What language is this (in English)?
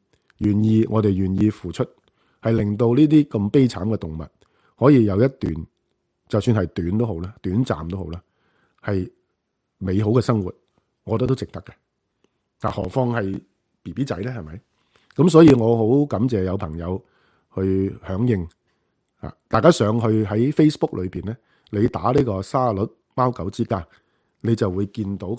Cantonese